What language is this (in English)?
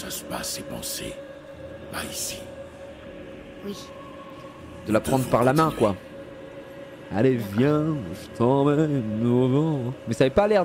French